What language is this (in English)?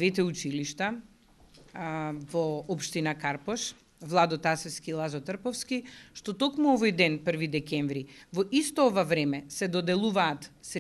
Macedonian